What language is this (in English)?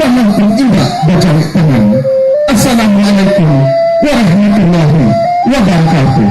Minangkabau